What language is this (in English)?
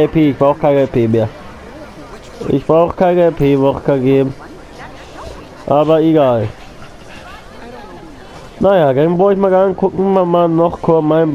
German